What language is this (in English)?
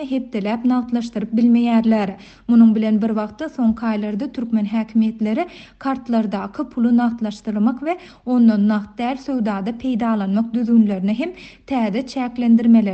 Turkmen